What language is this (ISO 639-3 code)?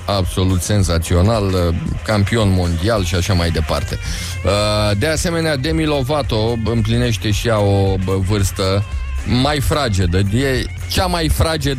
ron